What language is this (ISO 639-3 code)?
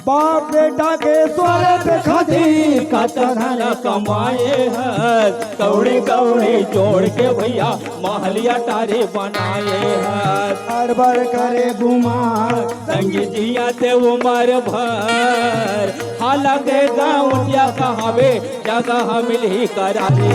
hne